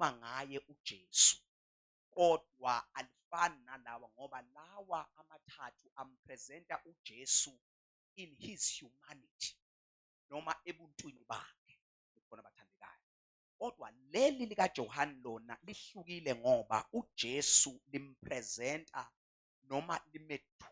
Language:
Zulu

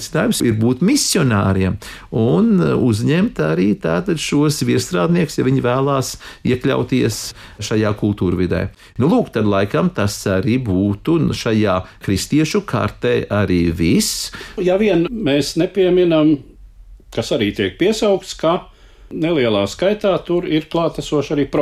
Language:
Latvian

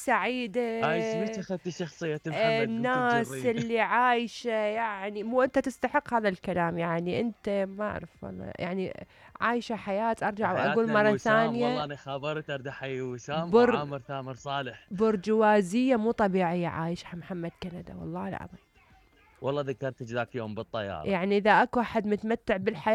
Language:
Mesopotamian Arabic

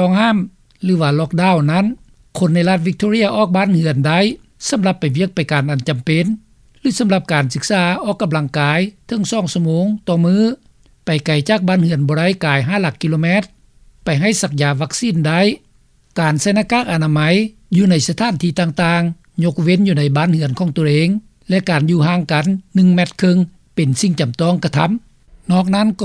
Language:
Lao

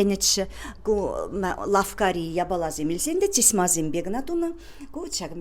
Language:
Chuvash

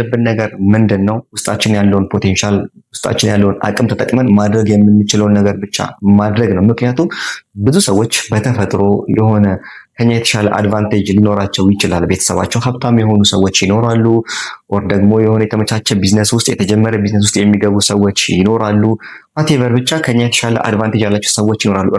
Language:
Amharic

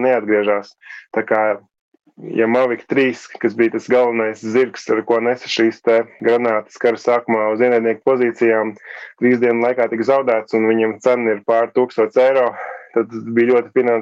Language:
Latvian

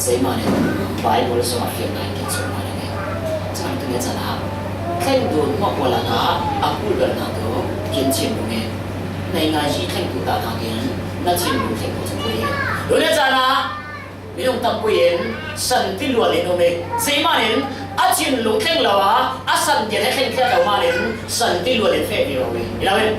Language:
Falam Chin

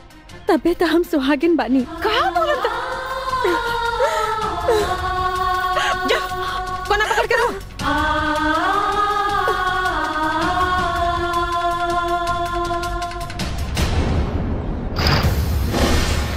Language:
Bhojpuri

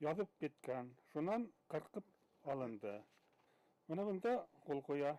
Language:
Bashkir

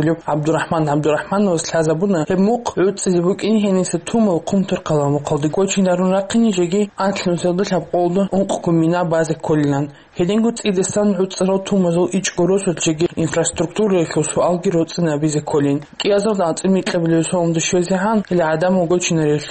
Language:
Avaric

